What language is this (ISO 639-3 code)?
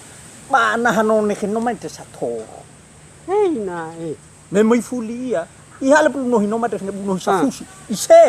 nia